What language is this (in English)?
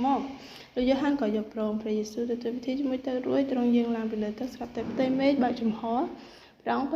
Khmer